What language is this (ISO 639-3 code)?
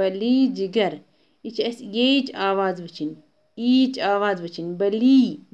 kas